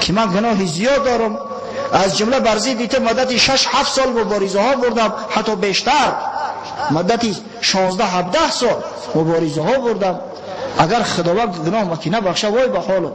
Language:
Tajik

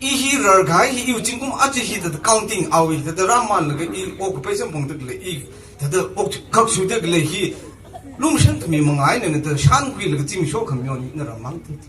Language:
Tangkhul Naga (India)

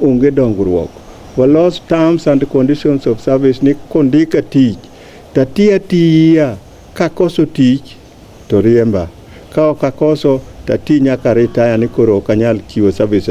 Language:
Luo (Kenya and Tanzania)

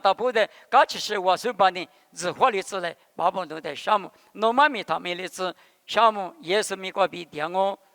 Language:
Lisu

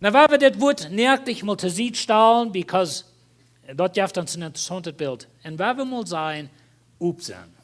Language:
Plautdietsch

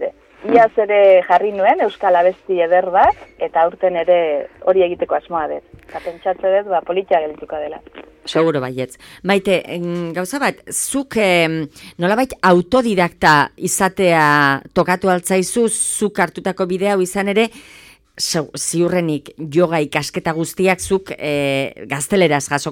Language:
Basque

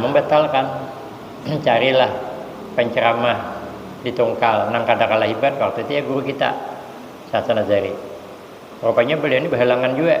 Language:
Banjar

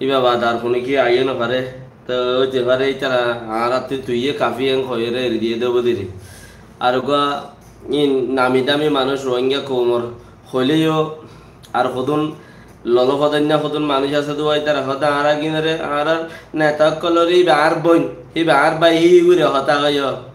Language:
Rohingya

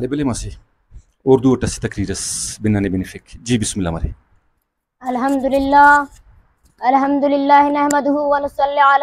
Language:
Brahui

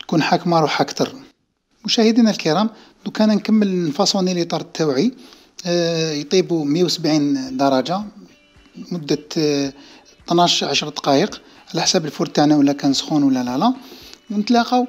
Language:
Algerian Arabic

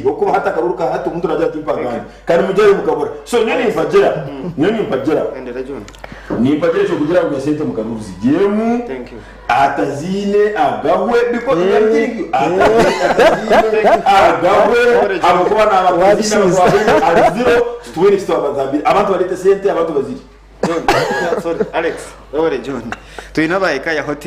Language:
Nyankole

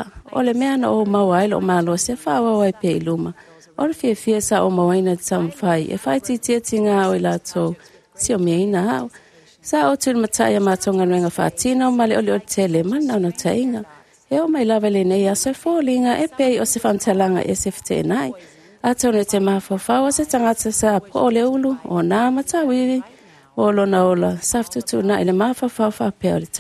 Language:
Samoan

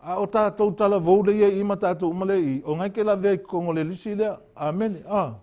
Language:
Samoan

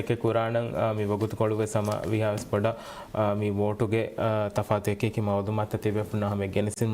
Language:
Divehi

